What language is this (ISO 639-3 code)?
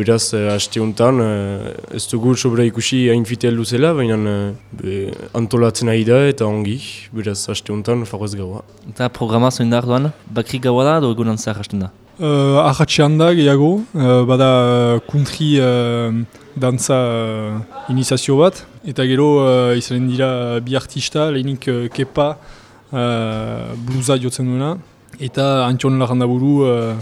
eus